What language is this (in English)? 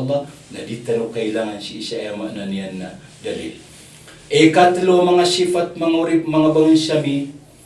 Maranao